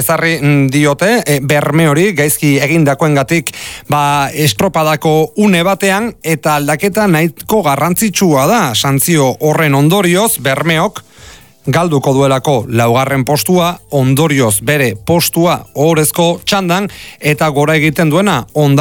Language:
Basque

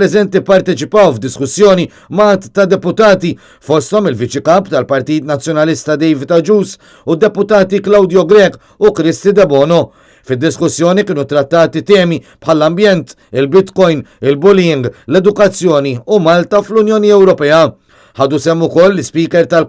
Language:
Maltese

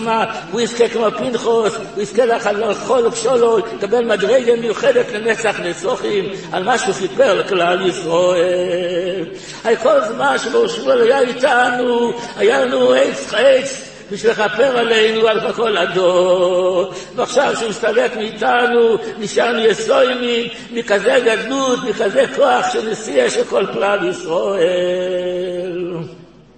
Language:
Hebrew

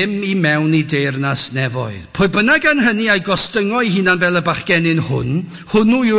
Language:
Welsh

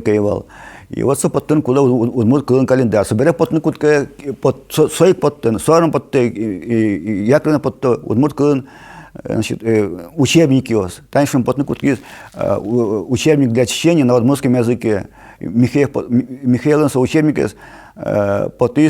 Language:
Udmurt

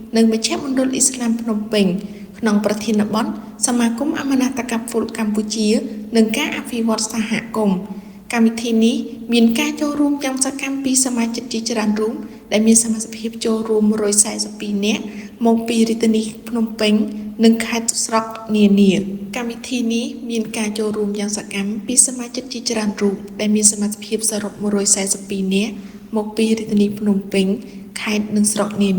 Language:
Khmer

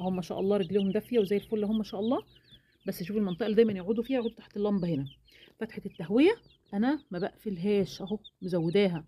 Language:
Egyptian Arabic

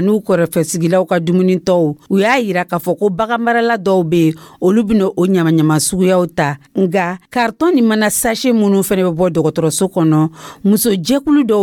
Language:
Dyula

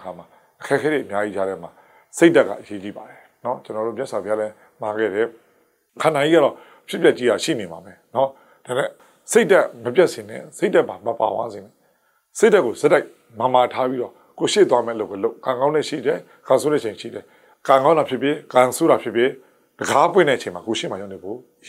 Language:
Burmese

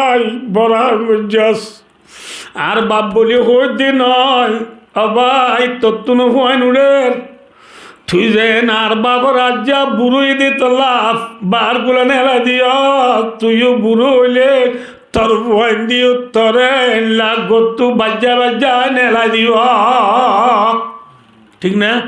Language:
Rohingya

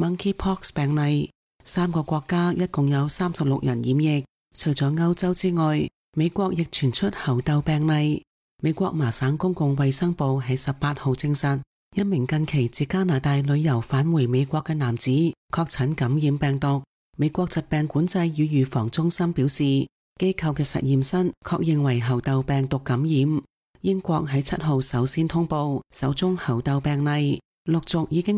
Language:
Cantonese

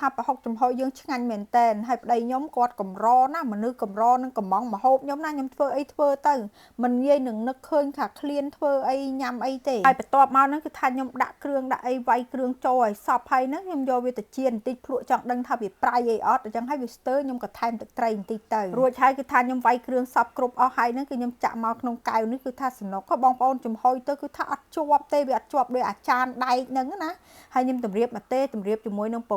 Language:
Khmer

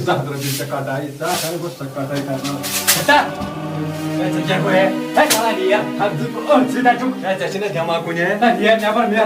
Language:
Kashmiri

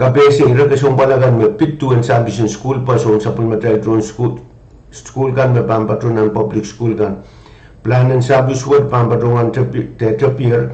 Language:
Pohnpeian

